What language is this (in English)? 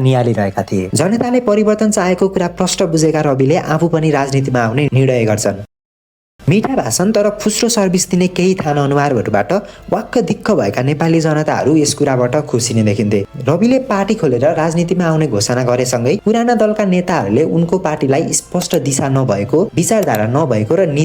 Nepali